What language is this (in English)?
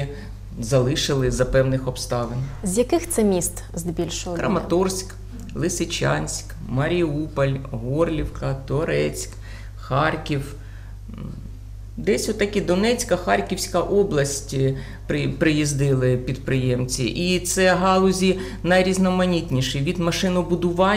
Ukrainian